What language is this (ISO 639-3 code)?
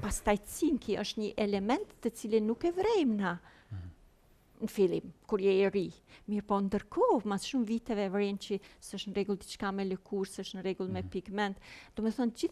sqi